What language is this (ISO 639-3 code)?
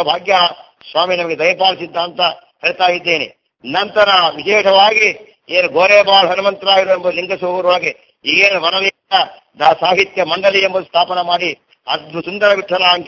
kan